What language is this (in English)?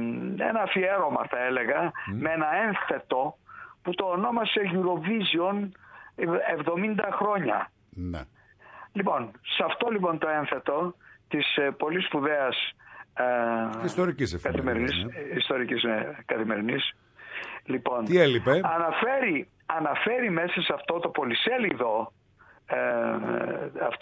Greek